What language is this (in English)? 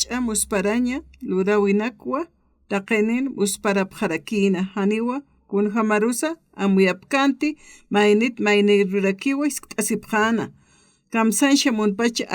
Aymara